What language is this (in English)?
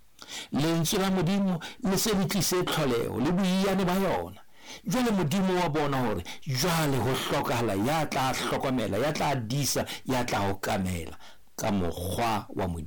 Southern Sotho